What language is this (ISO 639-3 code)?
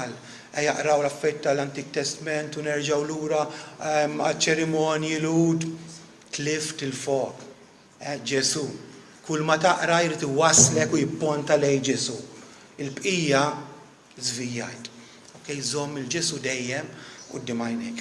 mlt